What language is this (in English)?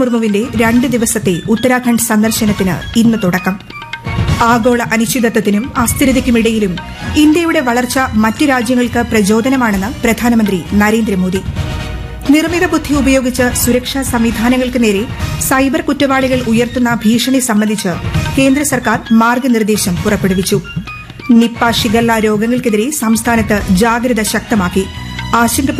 Malayalam